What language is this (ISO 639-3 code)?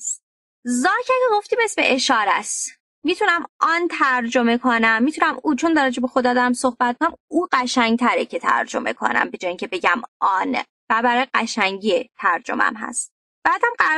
fas